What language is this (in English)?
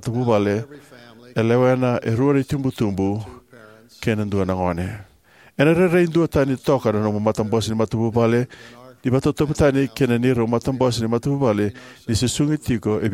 Fijian